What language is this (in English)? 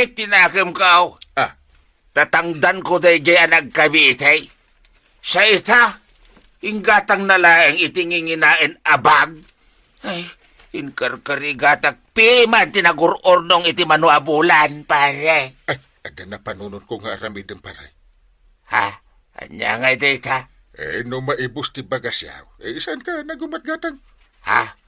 Iloko